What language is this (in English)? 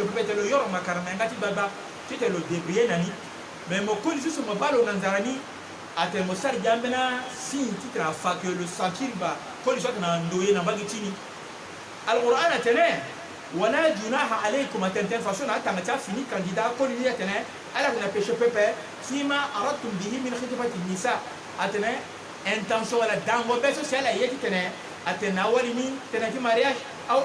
Sango